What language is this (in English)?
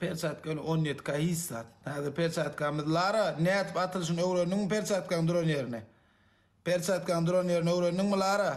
Turkmen